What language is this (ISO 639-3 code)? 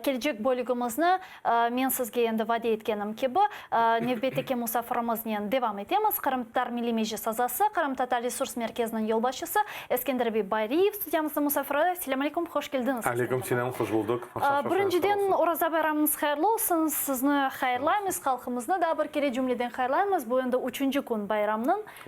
crh